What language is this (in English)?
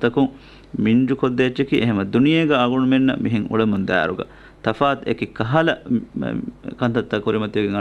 Divehi